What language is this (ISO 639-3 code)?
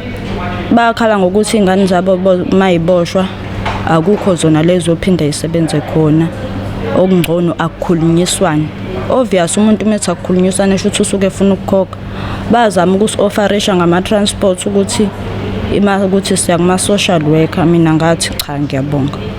zul